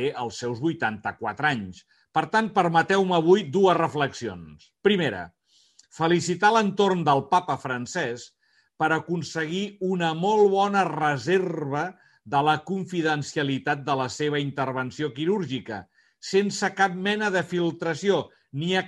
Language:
Catalan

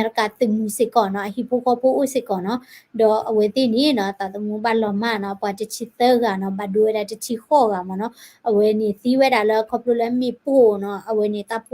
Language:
S'gaw Karen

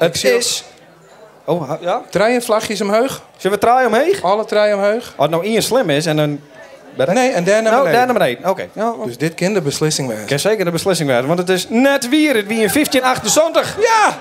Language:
Western Frisian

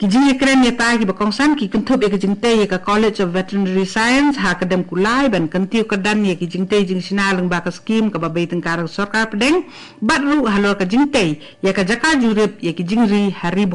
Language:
Khasi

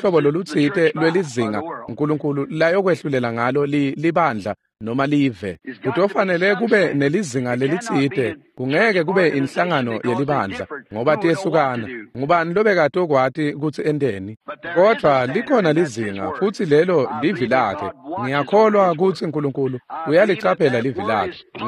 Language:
Swati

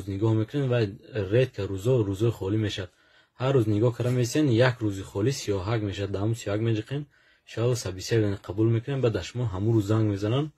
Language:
Tajik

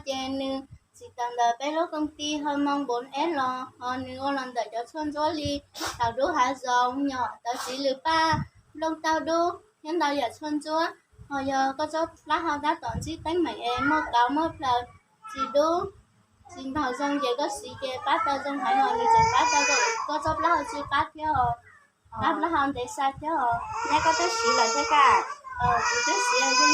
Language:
Hmong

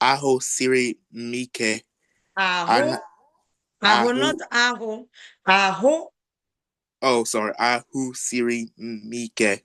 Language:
Igbo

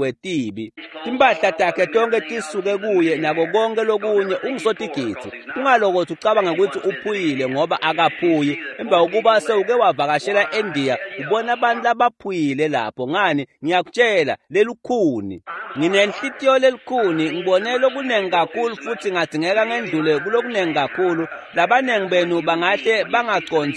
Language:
Swati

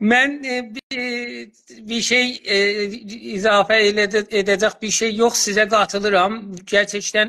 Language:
South Azerbaijani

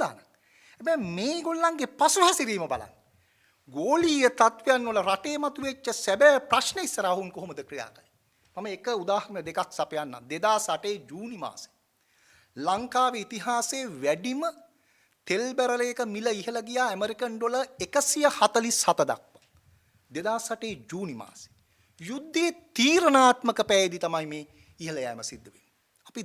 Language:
Sinhala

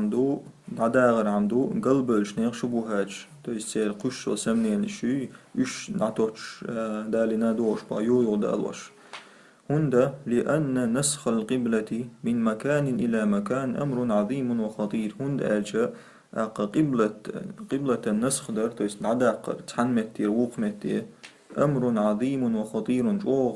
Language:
Chechen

